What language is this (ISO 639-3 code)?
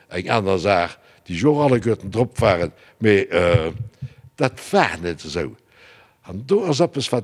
ltz